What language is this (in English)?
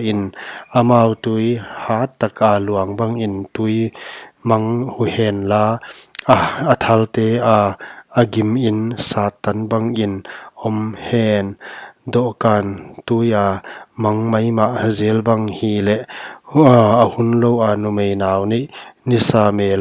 Paite Chin